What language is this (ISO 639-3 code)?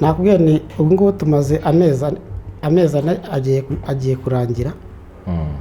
kin